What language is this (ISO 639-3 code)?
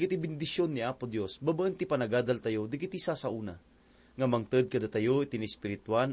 ilo